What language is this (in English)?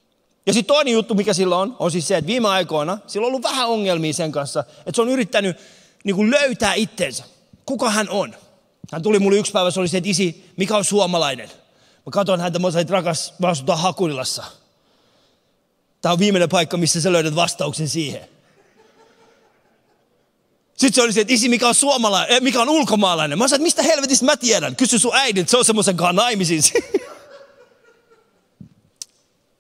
Finnish